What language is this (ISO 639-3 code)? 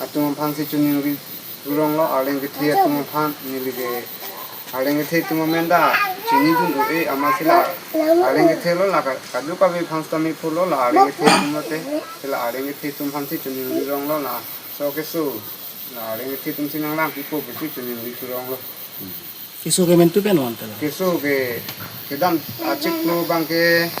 mjw